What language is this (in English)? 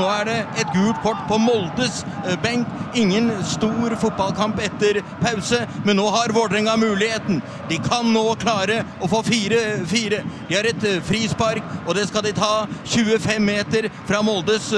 Norwegian